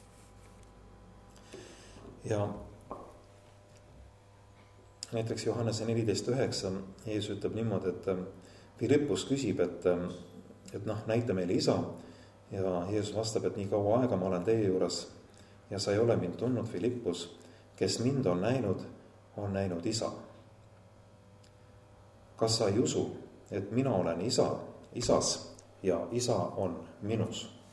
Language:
Estonian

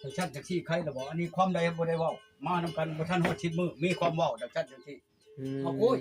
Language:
Northeastern Thai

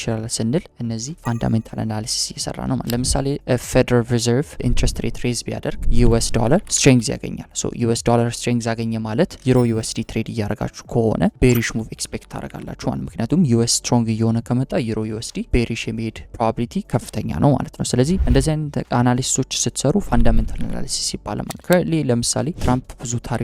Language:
Amharic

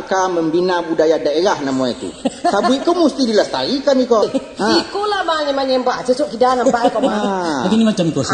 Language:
Minangkabau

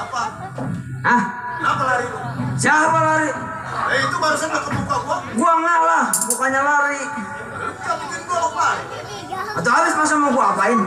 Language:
Betawi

